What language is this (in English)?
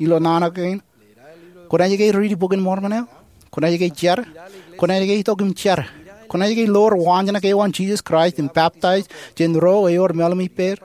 Marshallese